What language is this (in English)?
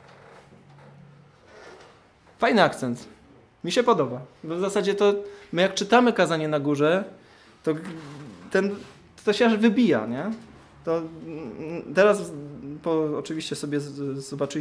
Polish